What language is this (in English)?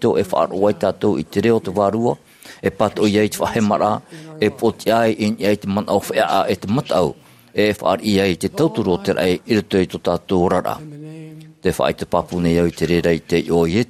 Tahitian